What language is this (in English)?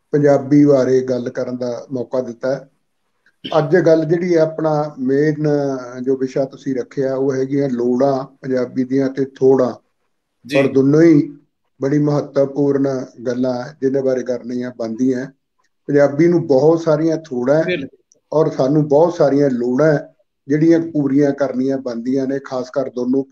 Punjabi